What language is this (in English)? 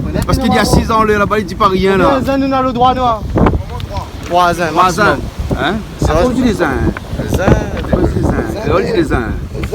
Réunion Creole French